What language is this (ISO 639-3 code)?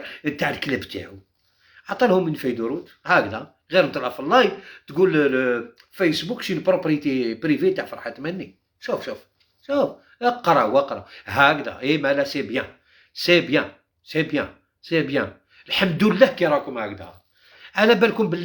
arq